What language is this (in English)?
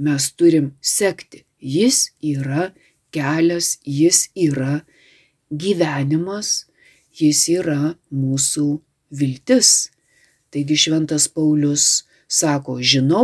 Lithuanian